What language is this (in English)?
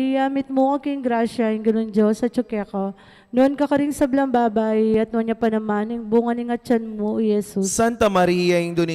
Pampanga